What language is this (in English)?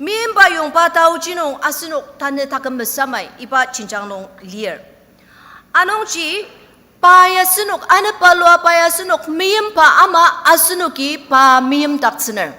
Ao Naga